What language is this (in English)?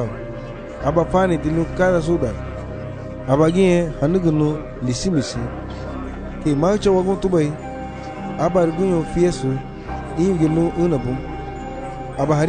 Garifuna